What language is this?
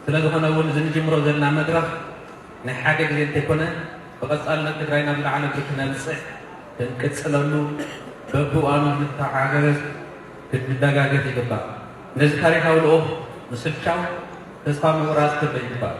Tigrinya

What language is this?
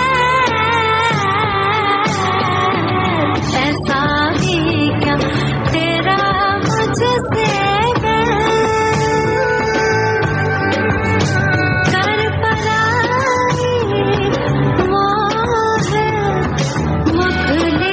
Gujarati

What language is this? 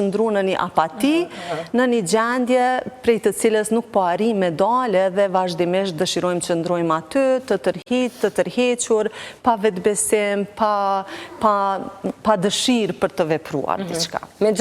Albanian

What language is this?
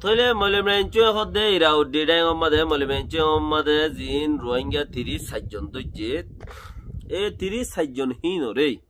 Rohingya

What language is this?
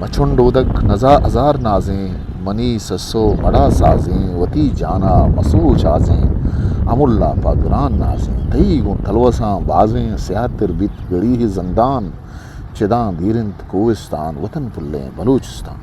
Eastern Balochi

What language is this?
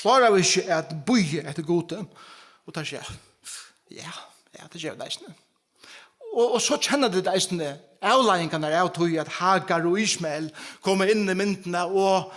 Faroese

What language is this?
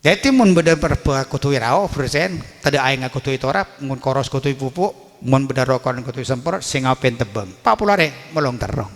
Madurese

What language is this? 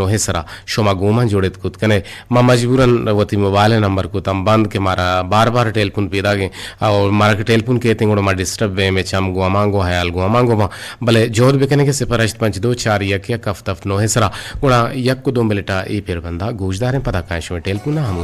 Eastern Balochi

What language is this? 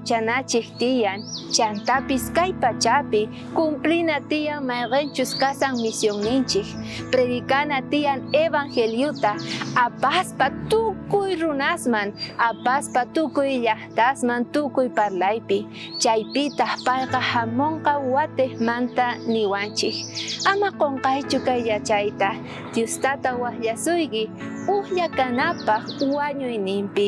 South Bolivian Quechua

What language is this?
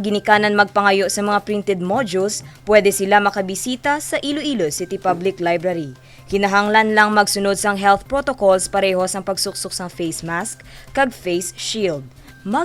Hiligaynon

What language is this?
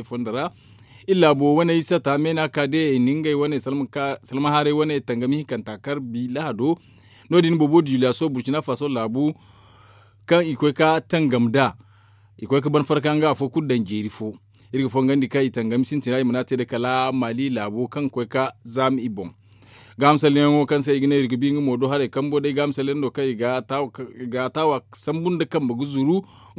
Zarma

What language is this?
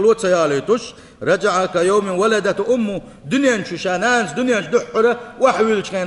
Chechen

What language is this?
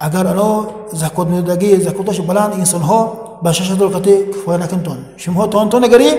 Tajik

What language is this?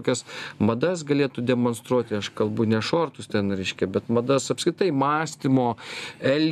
Lithuanian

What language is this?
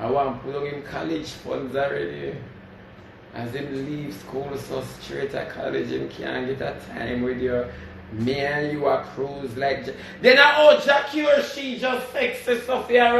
Jamaican Creole English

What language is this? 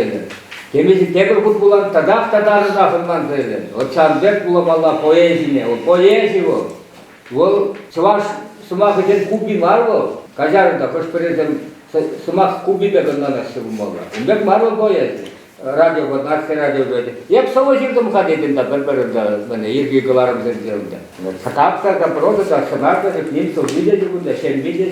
Chuvash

